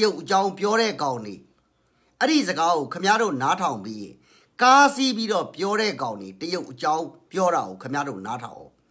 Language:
Burmese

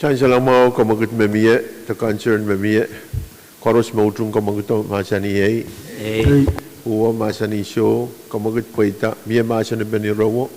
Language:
Pohnpeian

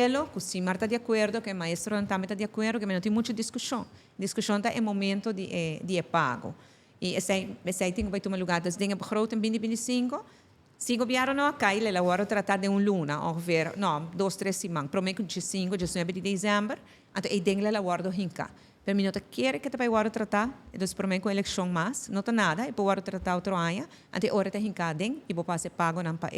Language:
Papiamento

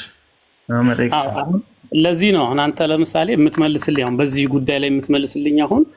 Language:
Amharic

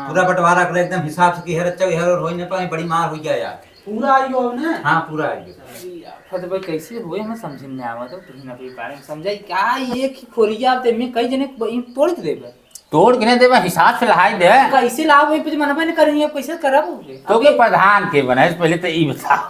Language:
Awadhi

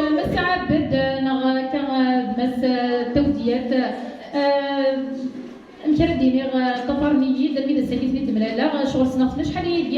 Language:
Kabyle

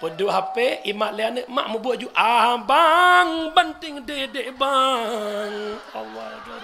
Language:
Achinese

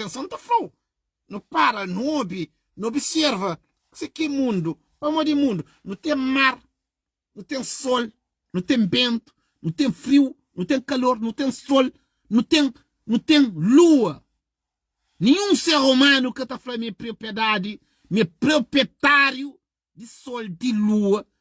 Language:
Kabuverdianu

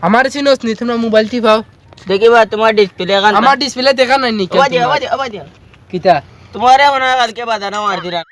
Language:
Sylheti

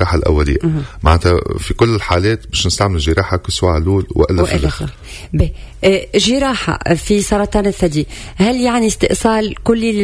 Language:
Tunisian Arabic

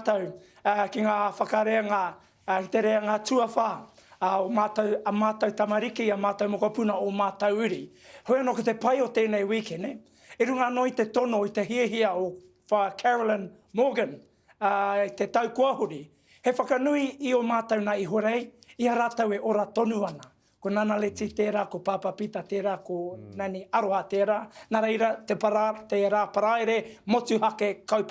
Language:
Māori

